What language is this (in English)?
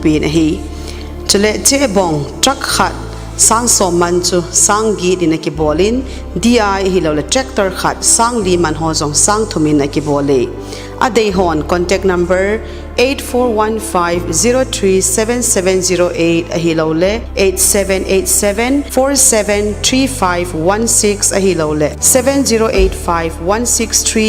Thado Chin